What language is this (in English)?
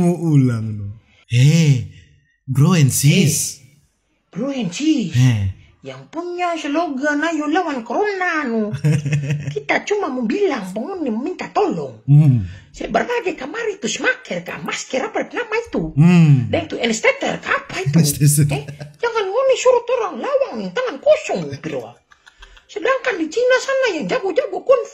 Manado Malay